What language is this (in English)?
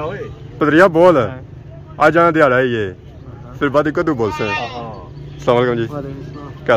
Pahari-Potwari